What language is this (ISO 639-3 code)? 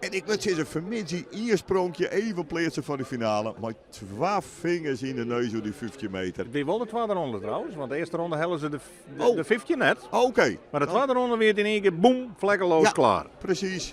fry